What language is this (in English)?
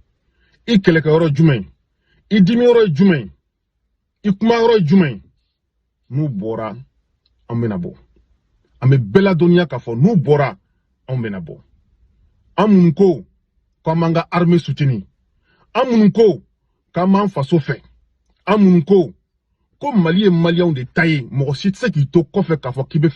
Bambara